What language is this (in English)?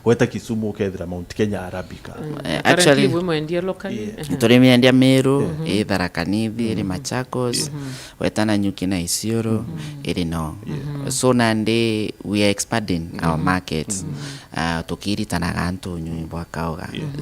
Meru